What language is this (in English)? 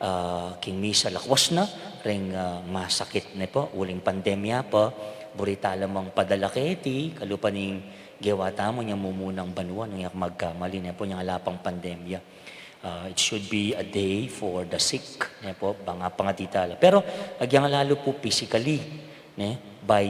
Pampanga